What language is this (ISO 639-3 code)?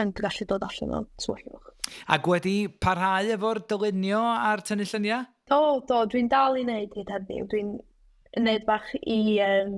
cym